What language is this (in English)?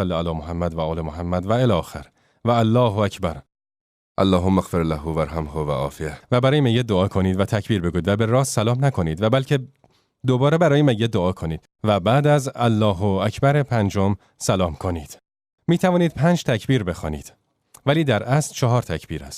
Tajik